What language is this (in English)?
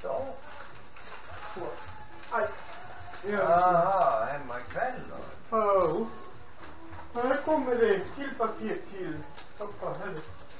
Swedish